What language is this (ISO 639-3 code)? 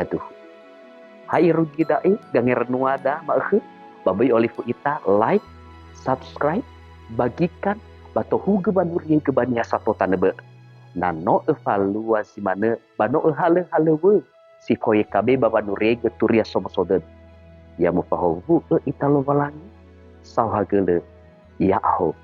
nia